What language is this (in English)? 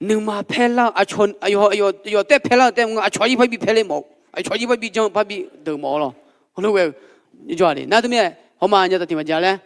Akha